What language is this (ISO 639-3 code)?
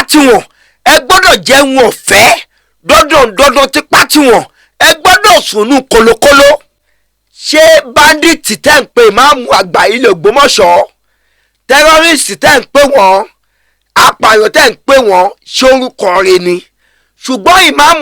yor